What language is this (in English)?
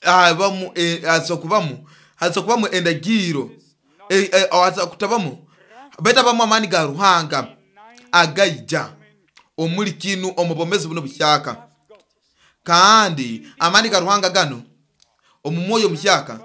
Nyoro